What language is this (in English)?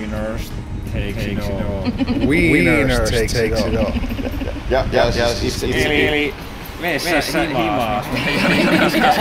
Finnish